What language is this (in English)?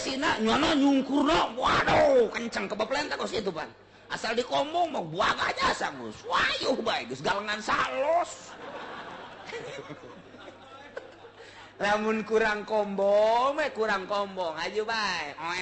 Sundanese